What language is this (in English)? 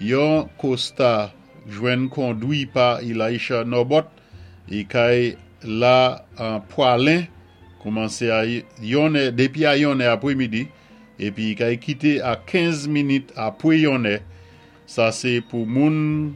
Saint Lucian Creole French